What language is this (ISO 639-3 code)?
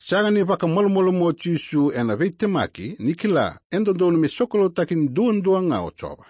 fij